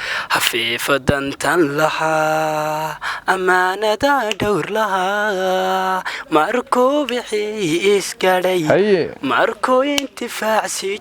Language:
Somali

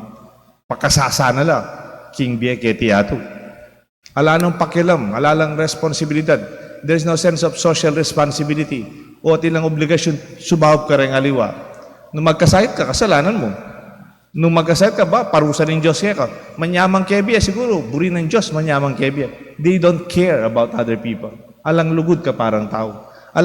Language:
Pampanga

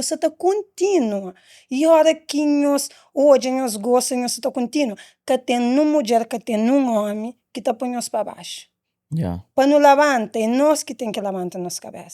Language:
Kabuverdianu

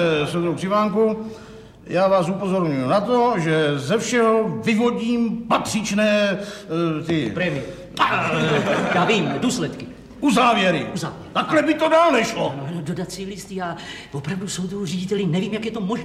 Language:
Czech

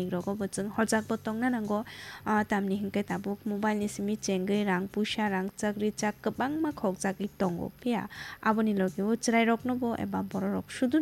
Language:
Kok Borok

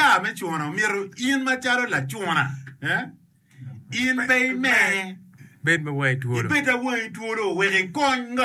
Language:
Acoli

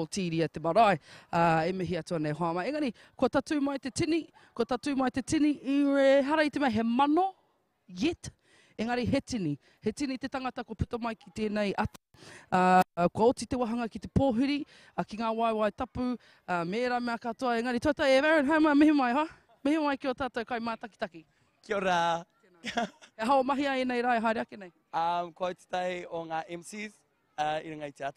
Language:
Māori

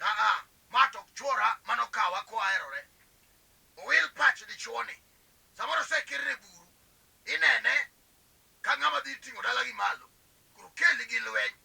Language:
Luo (Kenya and Tanzania)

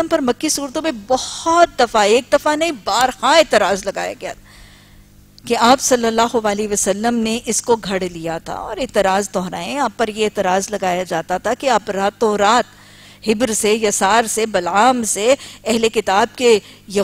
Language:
Urdu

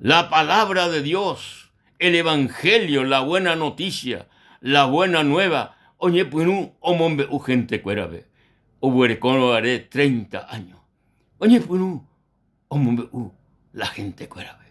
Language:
Guarani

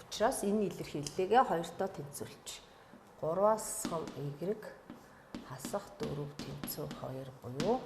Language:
Mongolian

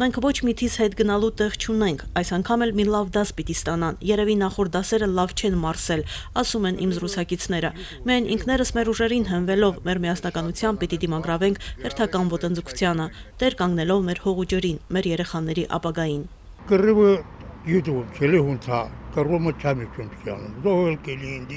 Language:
Armenian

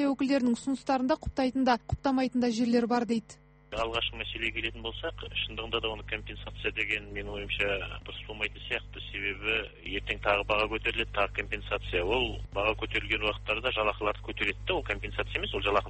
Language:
Kazakh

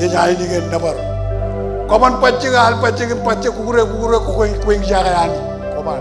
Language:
Marshallese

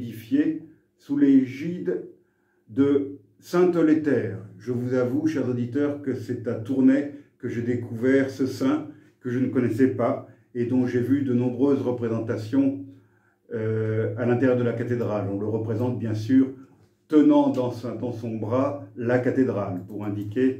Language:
French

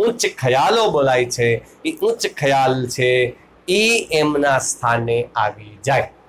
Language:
Gujarati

